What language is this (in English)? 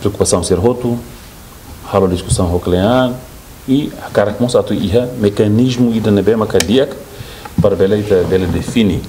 Tetum